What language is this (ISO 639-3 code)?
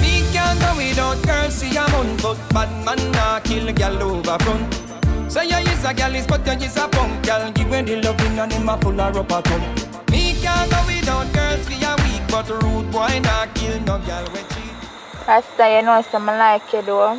jam